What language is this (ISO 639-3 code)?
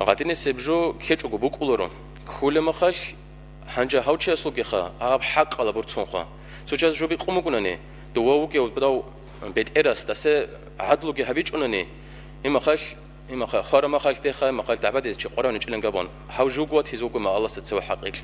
ava